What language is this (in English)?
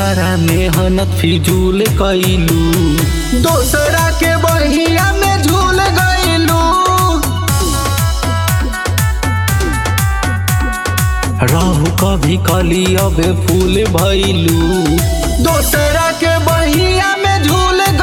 Bhojpuri